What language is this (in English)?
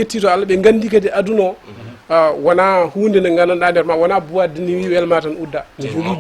Fula